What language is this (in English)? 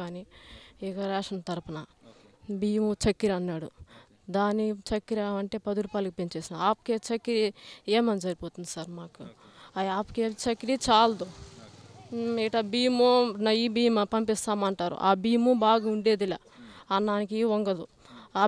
Telugu